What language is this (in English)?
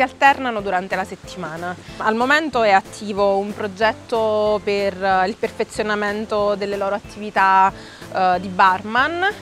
Italian